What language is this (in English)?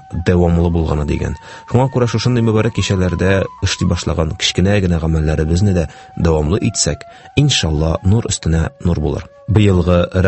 Tatar